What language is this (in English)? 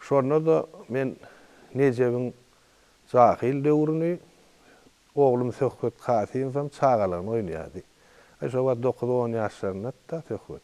Turkmen